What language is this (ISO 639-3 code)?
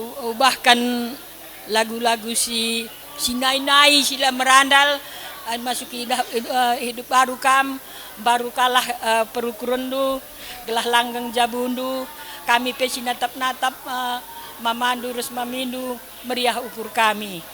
btx